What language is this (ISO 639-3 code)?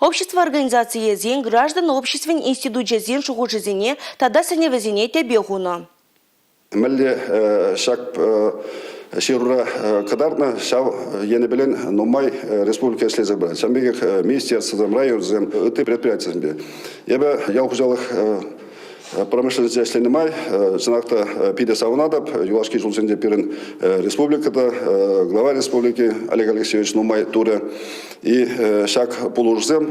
chv